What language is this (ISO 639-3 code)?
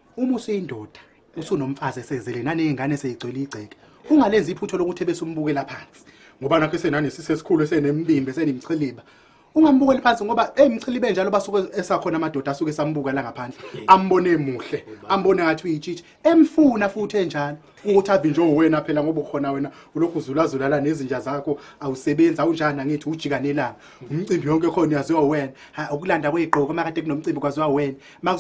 zul